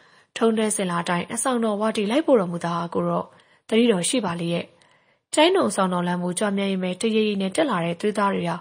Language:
Burmese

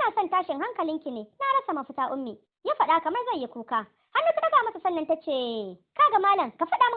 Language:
Hausa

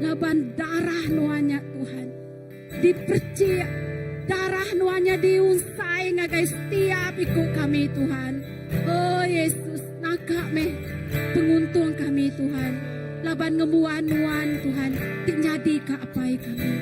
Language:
Iban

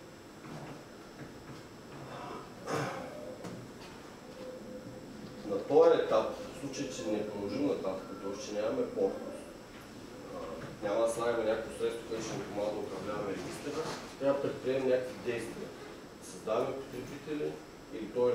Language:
Bulgarian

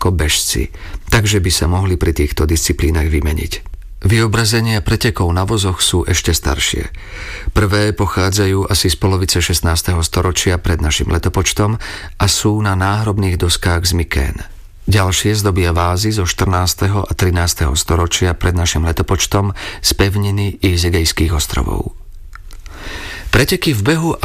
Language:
Slovak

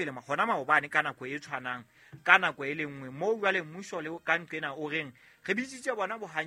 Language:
Southern Sotho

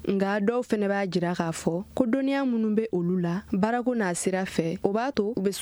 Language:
Bambara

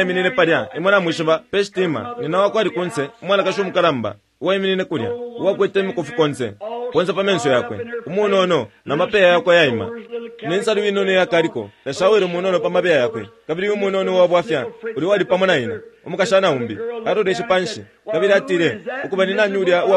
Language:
Bemba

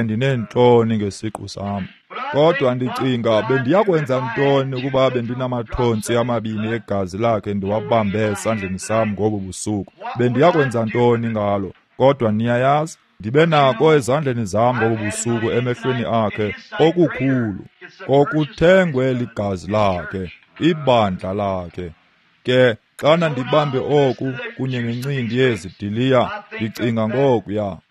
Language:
Xhosa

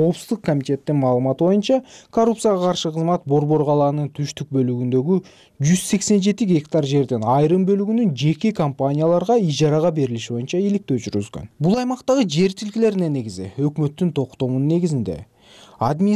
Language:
Kyrgyz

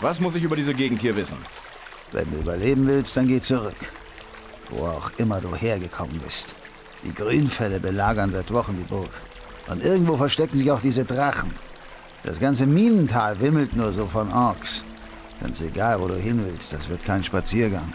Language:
Bavarian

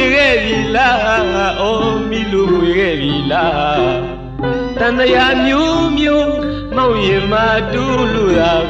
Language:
Burmese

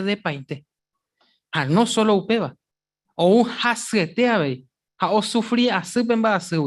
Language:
Guarani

